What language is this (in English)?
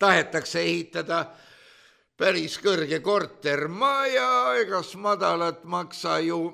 Estonian